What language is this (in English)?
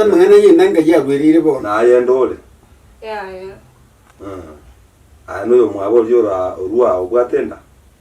Gusii